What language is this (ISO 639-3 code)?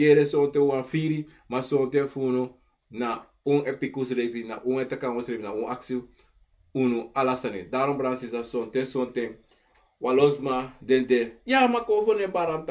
srn